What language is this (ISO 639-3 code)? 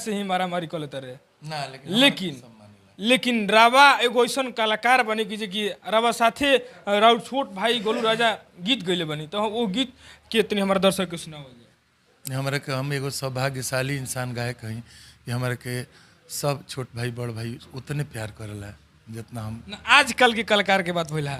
bho